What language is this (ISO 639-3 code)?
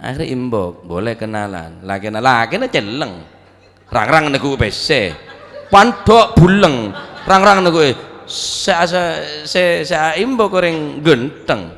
mad